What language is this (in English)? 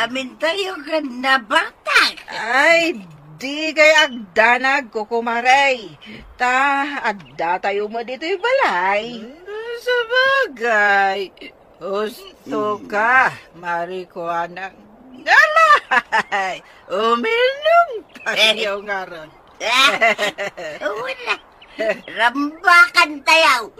Iloko